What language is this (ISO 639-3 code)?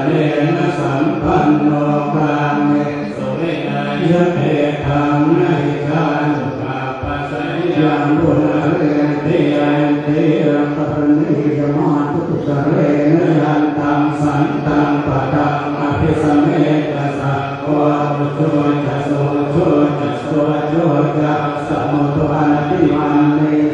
pli